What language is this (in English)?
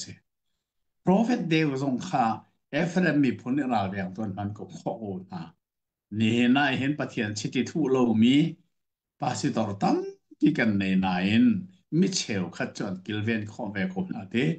Hakha Chin